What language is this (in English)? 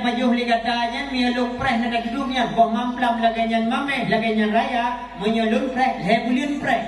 Achinese